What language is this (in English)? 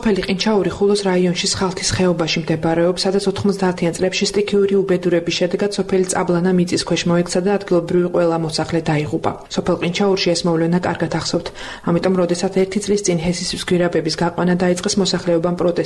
Georgian